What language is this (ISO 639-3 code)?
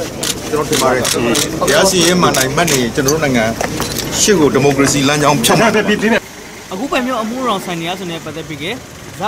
mya